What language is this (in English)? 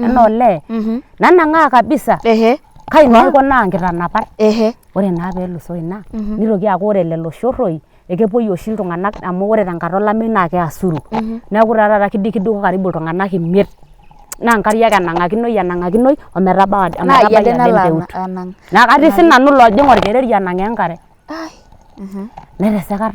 Masai